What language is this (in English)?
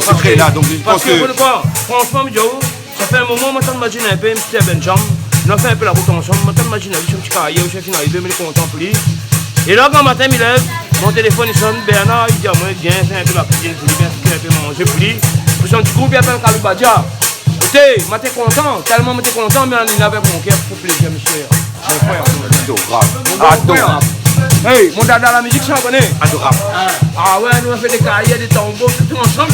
Réunion Creole French